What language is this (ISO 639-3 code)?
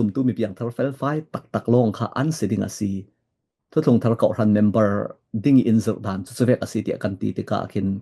cfm